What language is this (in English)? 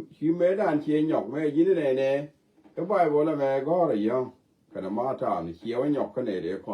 Nuer